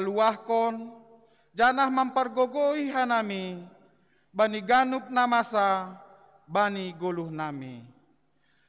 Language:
Batak Simalungun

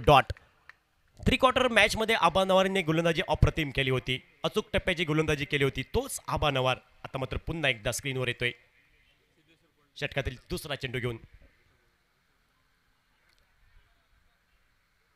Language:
Marathi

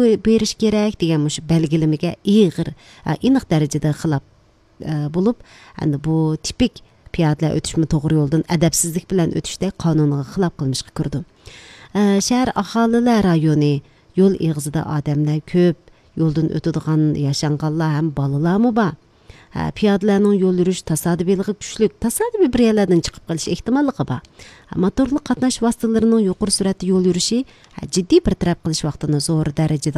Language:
Uyghur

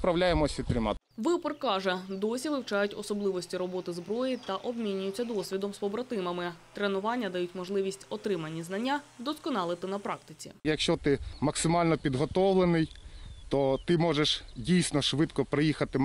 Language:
Ukrainian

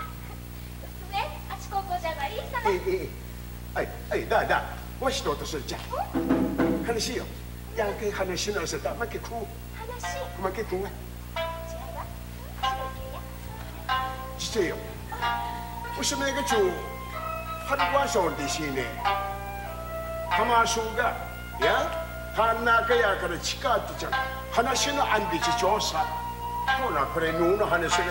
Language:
Japanese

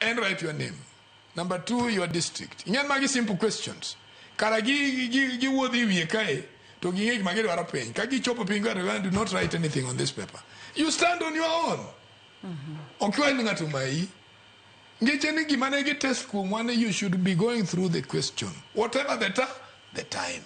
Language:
Luo (Kenya and Tanzania)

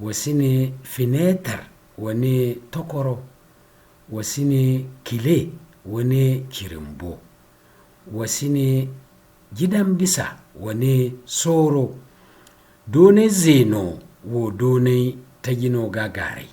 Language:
Zarma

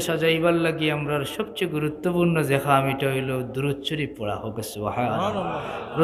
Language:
Sylheti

